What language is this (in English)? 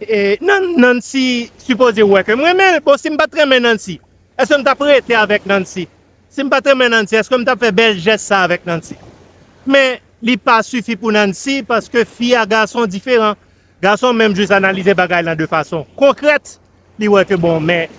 Haitian Creole